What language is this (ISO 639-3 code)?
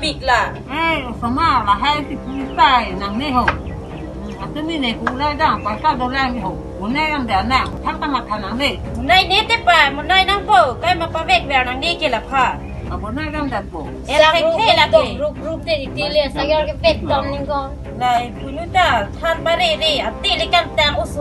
mjw